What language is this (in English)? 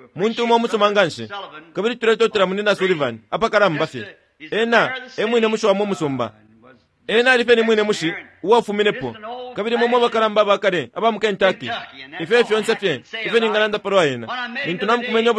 Bemba